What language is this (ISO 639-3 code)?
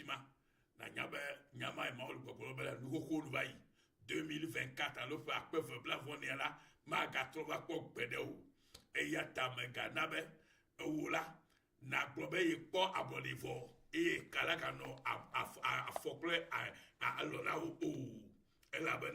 ewe